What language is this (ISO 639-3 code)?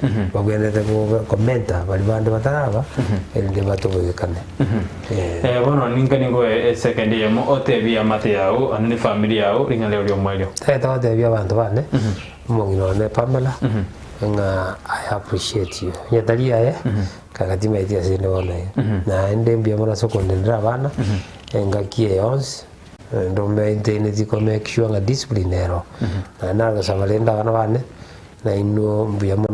guz